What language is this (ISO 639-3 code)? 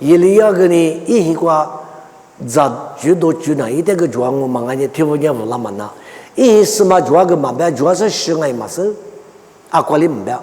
lis